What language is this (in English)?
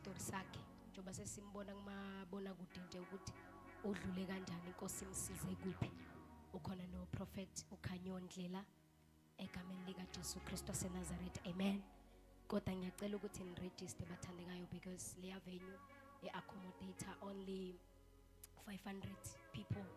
Zulu